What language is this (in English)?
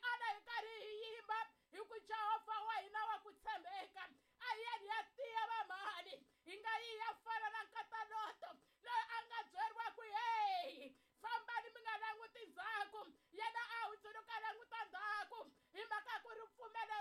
Tsonga